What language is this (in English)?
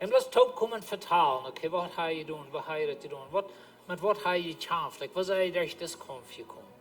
Plautdietsch